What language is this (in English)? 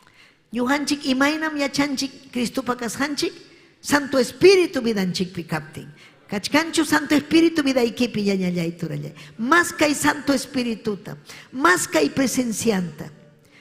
Ayacucho Quechua